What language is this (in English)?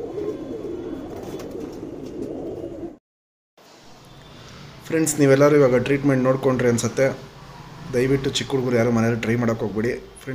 Kannada